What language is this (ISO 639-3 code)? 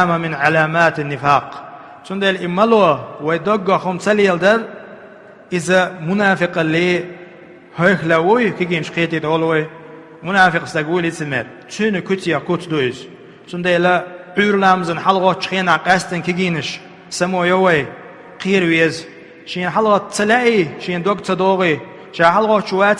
che